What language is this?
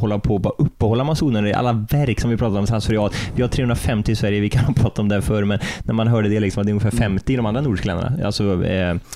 Swedish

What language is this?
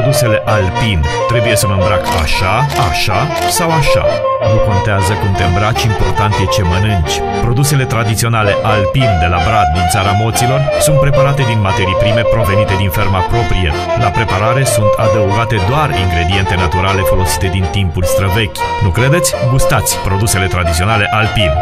Romanian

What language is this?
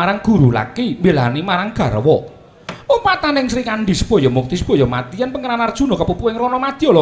Javanese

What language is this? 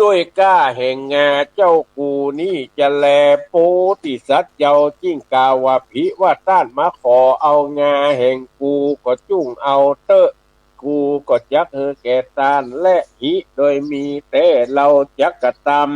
Northern Thai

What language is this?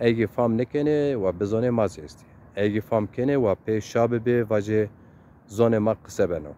Zaza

